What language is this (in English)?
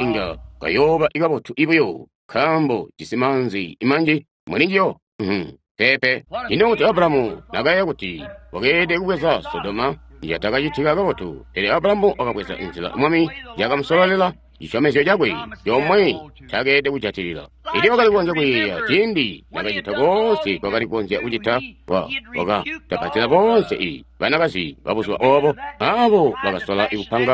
Tonga (Zambia)